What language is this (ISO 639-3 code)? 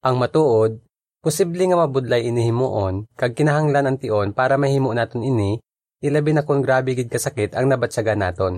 hil